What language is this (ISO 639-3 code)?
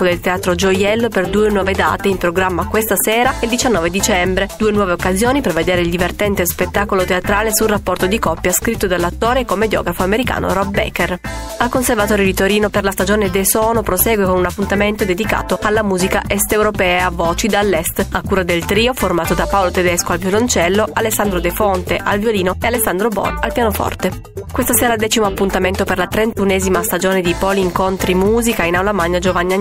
ita